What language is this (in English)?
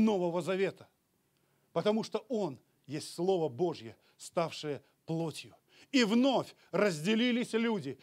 Russian